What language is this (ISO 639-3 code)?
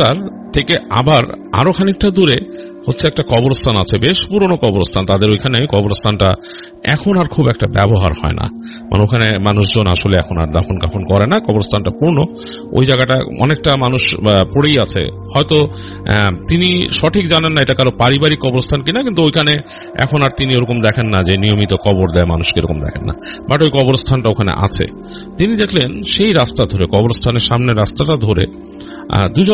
ben